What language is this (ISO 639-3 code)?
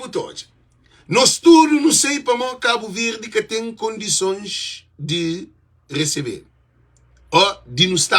kea